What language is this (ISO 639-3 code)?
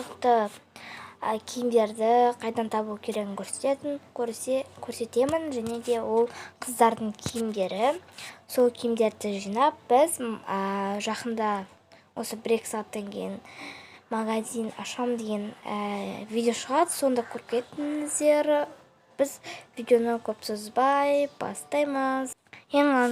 kaz